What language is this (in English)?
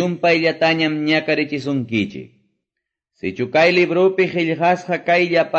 Quechua